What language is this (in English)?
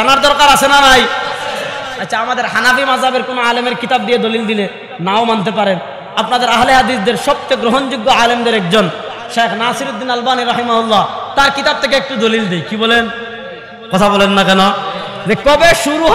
Bangla